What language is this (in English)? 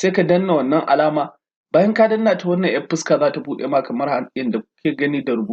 Hausa